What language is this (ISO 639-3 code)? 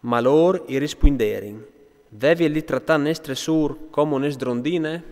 fur